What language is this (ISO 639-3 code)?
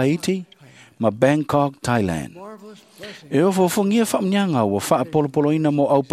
smo